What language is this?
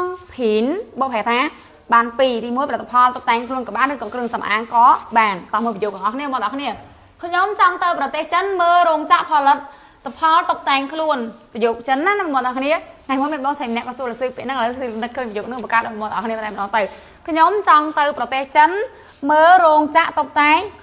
Khmer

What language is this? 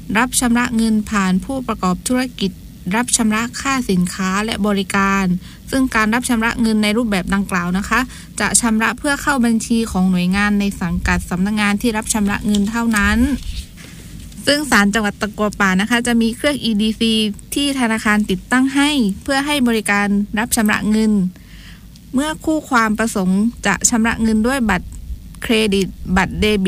Thai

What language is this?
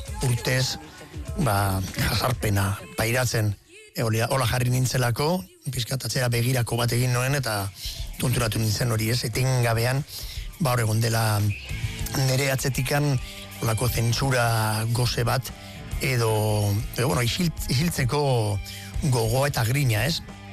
Basque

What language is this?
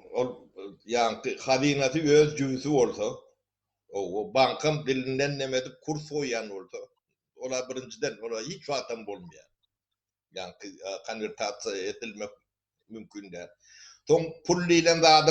Turkmen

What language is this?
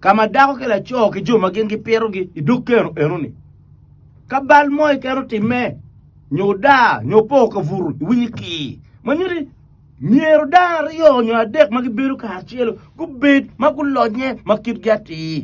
Acoli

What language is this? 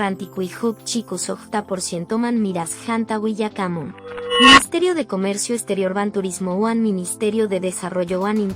Quechua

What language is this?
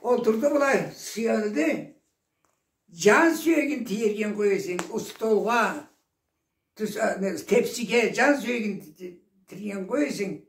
Karachay-Balkar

